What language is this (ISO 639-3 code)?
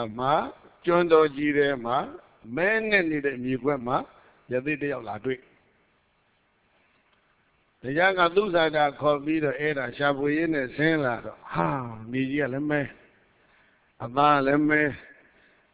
mya